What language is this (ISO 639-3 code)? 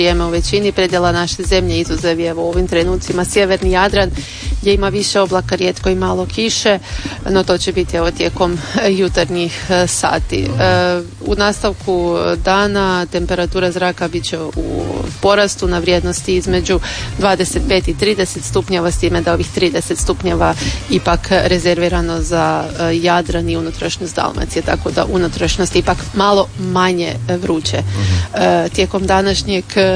hrv